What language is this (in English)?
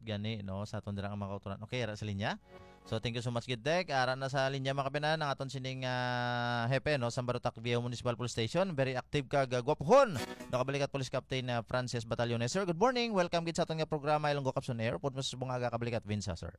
Hiligaynon